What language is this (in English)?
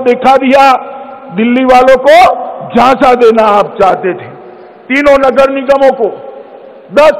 Hindi